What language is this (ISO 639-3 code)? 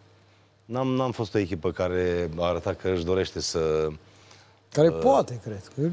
ron